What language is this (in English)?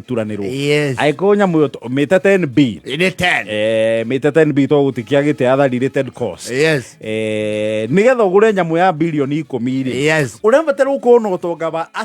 Kikuyu